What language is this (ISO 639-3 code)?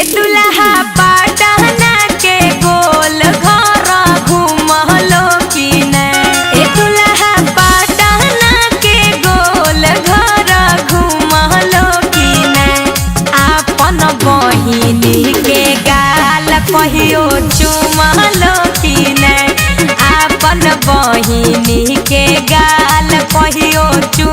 mag